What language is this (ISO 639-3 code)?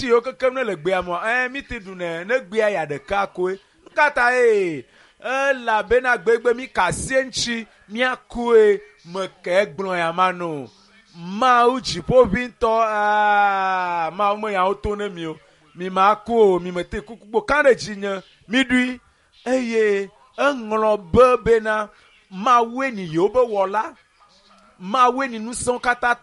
ewe